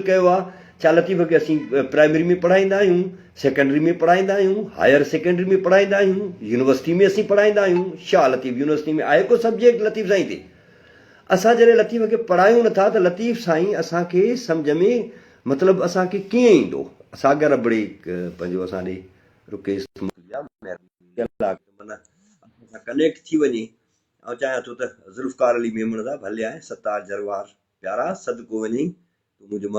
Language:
Sindhi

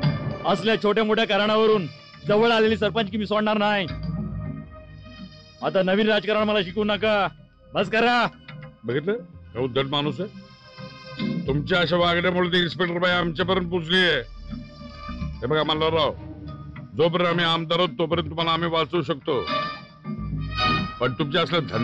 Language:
Marathi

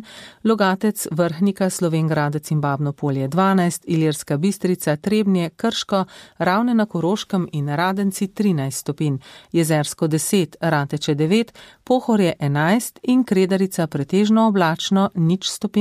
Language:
Slovenian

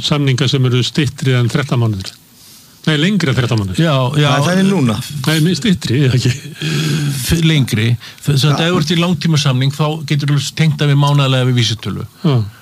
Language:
Icelandic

